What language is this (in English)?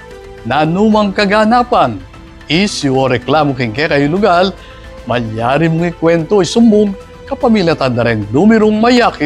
Pampanga